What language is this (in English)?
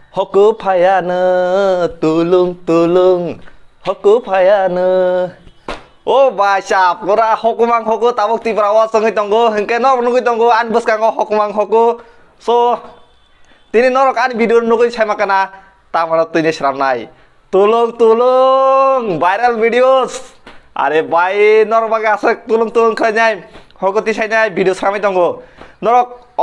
Kok Borok